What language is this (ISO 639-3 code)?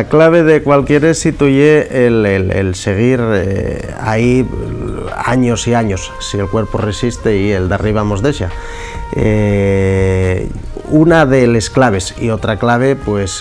ast